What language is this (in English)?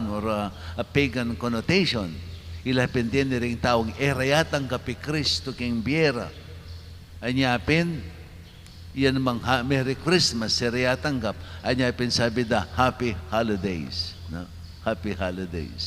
Pampanga